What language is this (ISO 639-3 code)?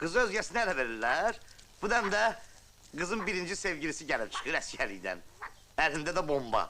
aze